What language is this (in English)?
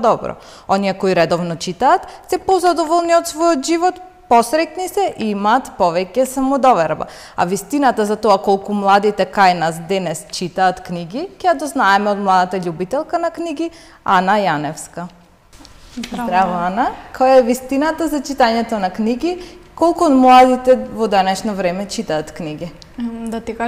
Macedonian